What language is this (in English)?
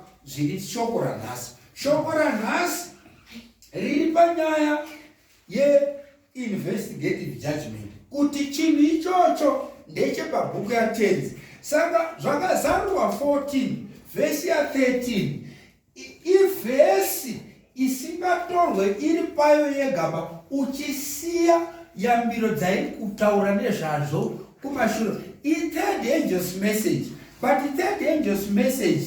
Shona